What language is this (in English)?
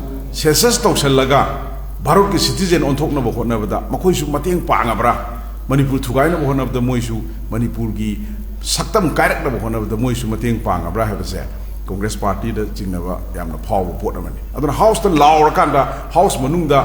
Manipuri